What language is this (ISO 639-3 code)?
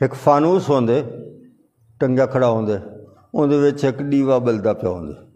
skr